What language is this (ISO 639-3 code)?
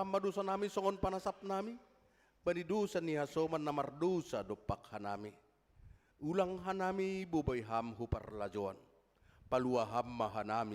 bts